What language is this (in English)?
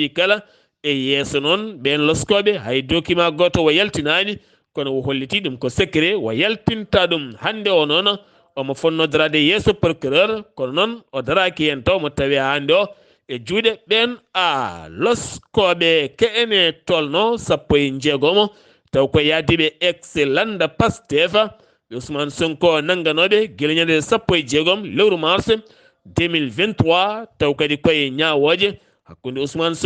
Fula